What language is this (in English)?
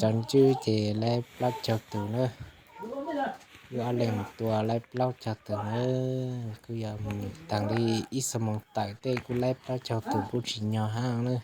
Hmong